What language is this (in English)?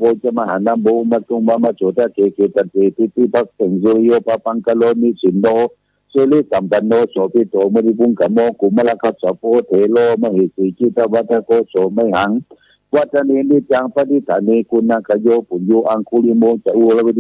Pali